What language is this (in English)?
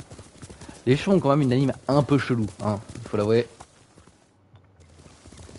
French